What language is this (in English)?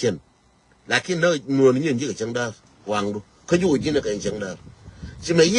Nuer